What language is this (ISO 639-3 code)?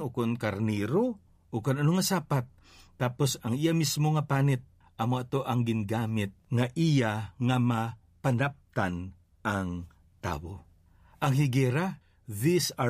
hil